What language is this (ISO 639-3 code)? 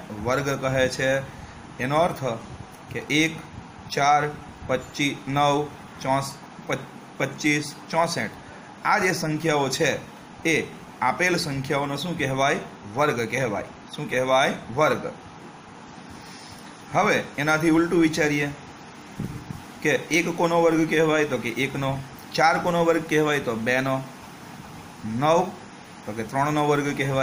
guj